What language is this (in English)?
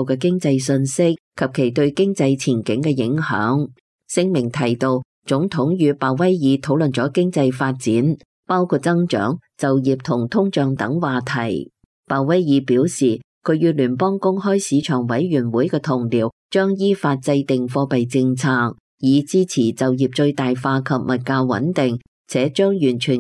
Cantonese